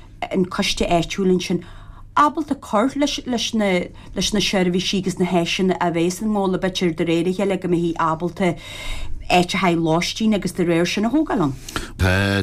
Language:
Irish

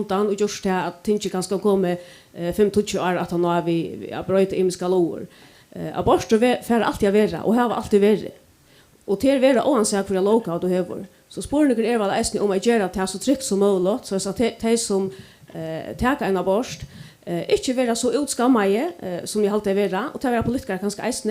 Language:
Faroese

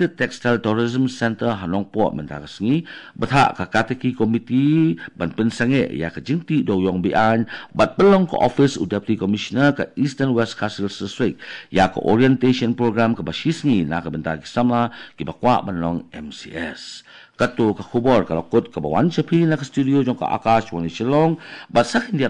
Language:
Khasi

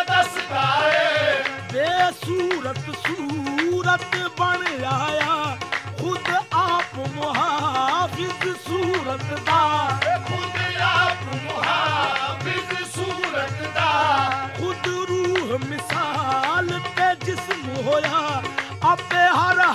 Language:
Punjabi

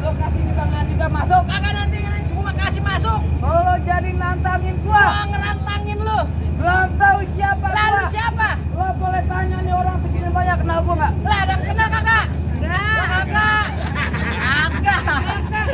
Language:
Betawi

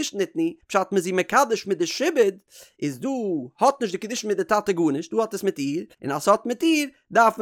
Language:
Yiddish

